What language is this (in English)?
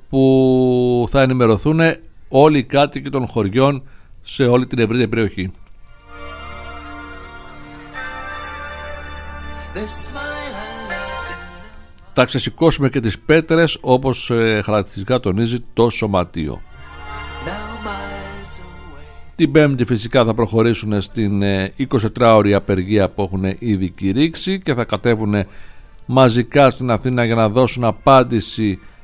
Greek